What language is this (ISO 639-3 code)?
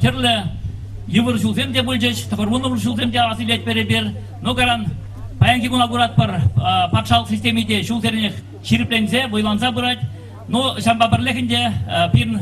chv